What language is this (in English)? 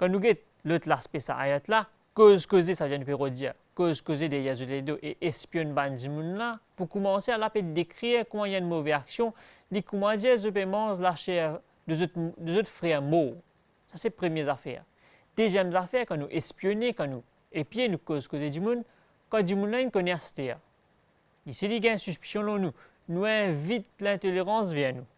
Morisyen